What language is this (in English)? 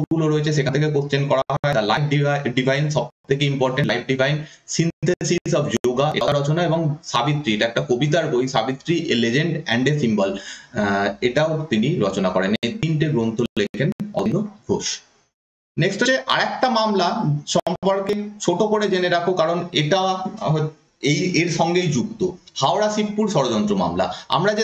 Bangla